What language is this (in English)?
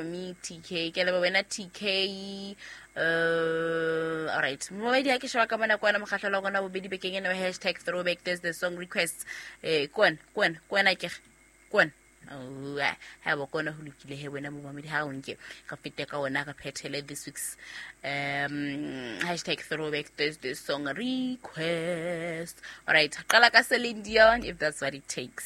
Southern Sotho